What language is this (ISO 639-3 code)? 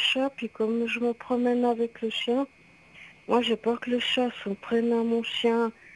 fra